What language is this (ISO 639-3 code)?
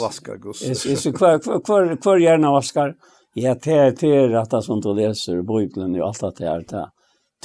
fao